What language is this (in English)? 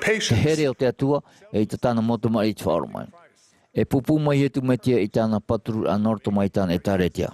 Tahitian